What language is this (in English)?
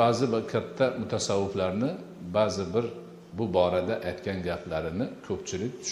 Uzbek